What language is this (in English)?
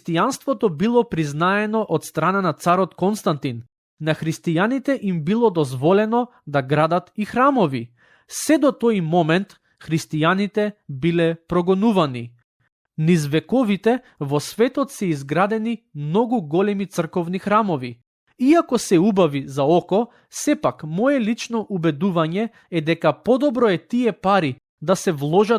Macedonian